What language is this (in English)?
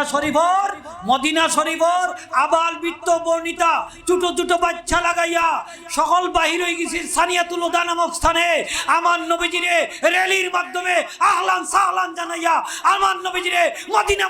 Sylheti